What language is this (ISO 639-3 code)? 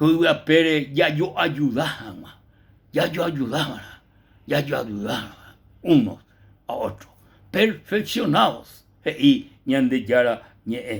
grn